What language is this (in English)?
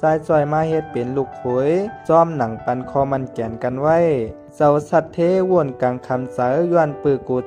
Shan